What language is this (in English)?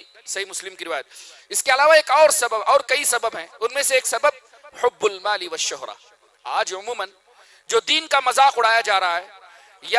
Urdu